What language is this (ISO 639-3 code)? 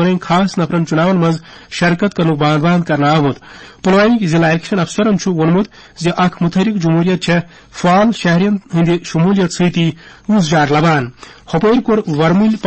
kas